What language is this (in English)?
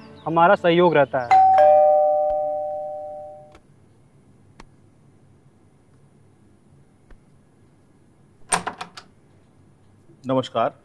Hindi